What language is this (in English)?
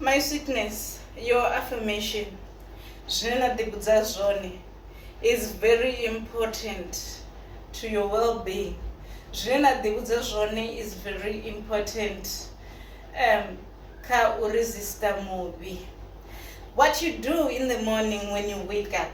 Venda